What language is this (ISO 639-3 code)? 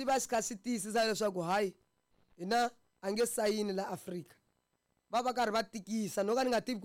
tso